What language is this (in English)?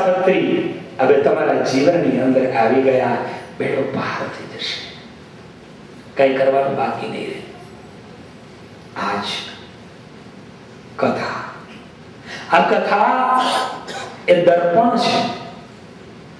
Gujarati